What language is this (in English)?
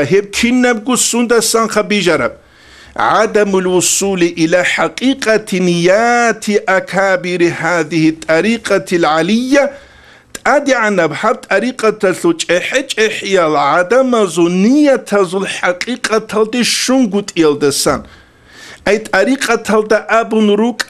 Avaric